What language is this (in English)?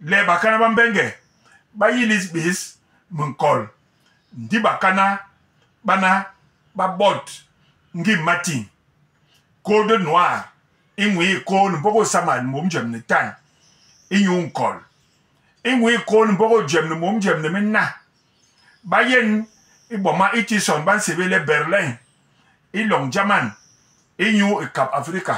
Basaa